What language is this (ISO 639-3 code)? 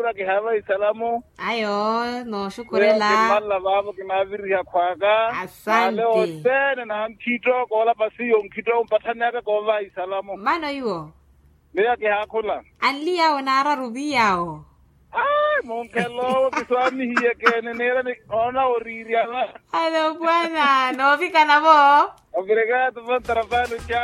vmw